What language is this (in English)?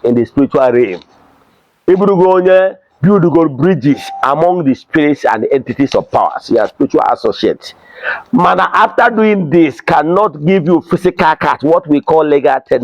Igbo